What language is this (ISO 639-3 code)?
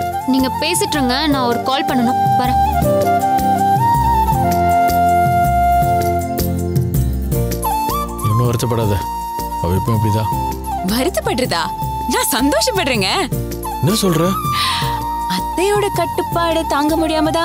tam